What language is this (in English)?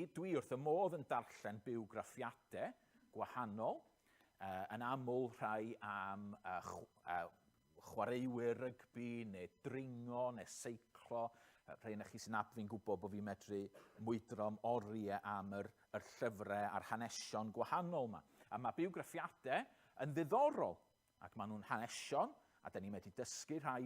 Welsh